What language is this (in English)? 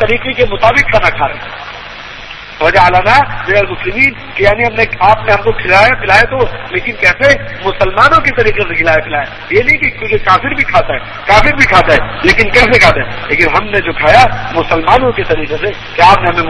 Urdu